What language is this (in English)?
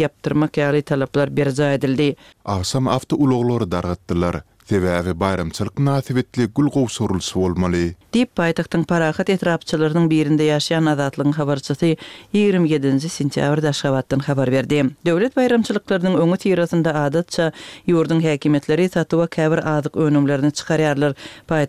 Turkmen